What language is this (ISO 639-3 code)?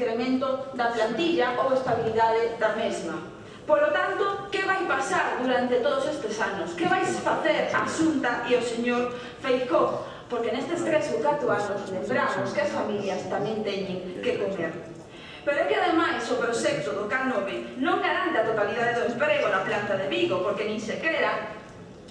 glg